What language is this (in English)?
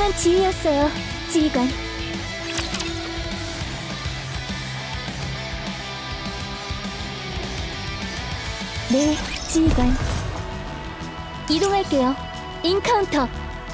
Korean